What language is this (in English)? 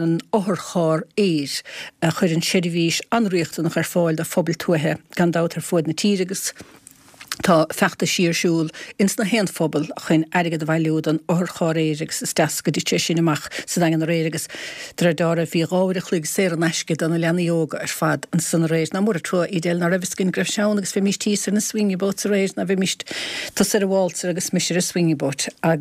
Irish